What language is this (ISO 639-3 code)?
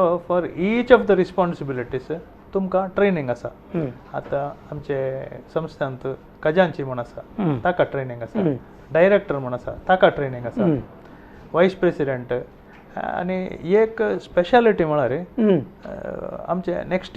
kok